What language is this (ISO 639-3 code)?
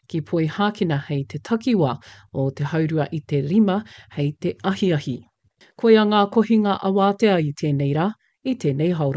mri